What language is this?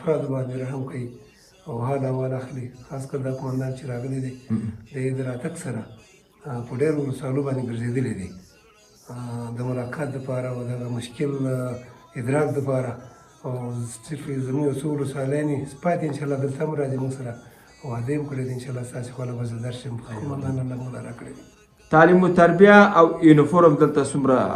Pashto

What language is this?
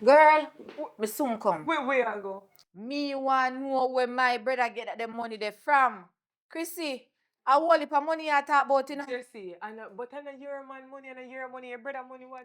Jamaican Creole English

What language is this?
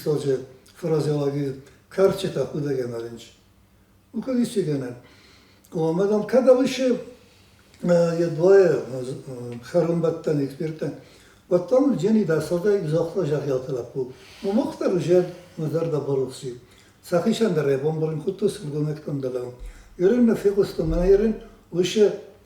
Ossetic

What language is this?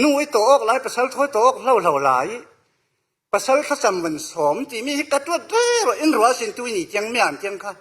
Falam Chin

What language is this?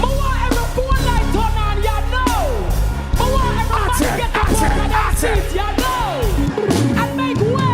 Jamaican Creole English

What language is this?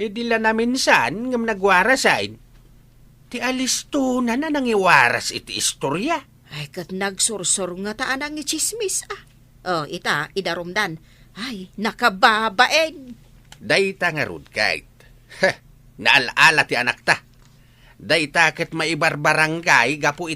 Iloko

